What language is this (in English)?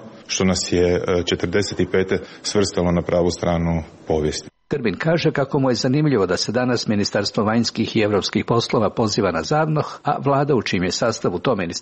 Croatian